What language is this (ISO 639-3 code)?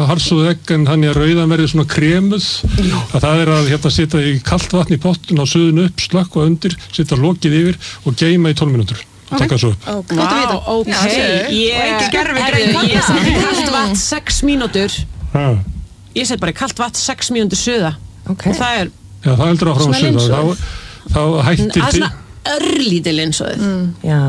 isl